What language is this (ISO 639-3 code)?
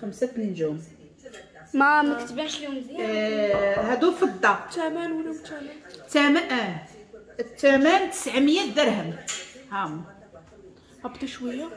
ary